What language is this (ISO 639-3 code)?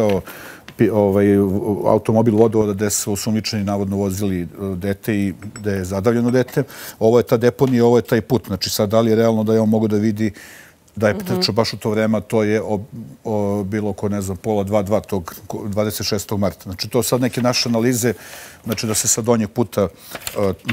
srp